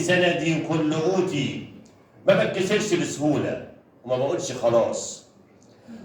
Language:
Egyptian Arabic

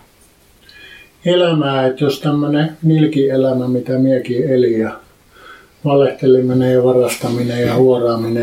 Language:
Finnish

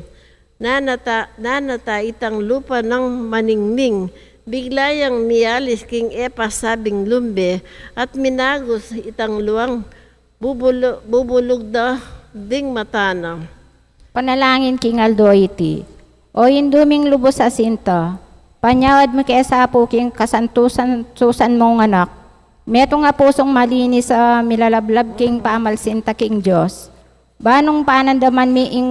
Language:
Pampanga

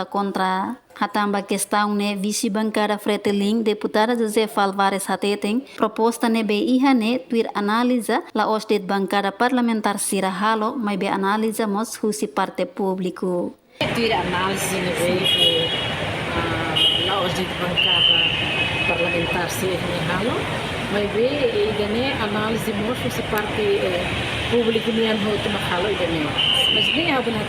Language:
Tetum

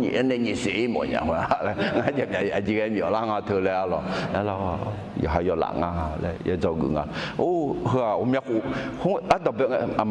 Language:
Akha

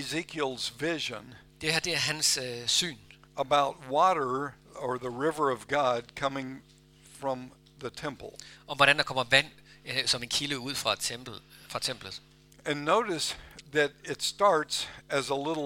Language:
Danish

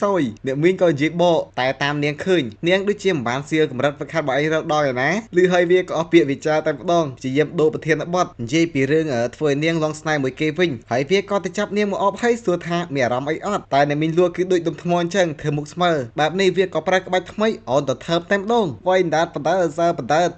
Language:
Khmer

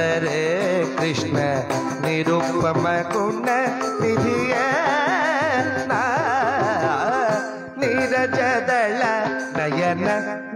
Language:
Kannada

